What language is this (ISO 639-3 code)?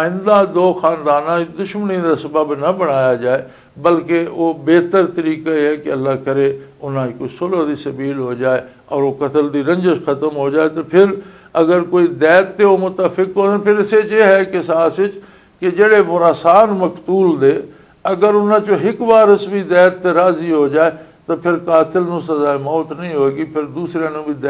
lah